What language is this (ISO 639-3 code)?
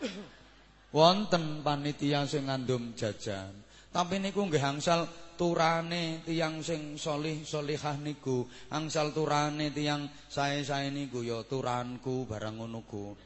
jav